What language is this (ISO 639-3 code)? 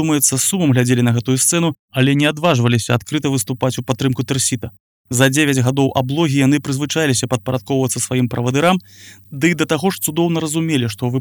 bel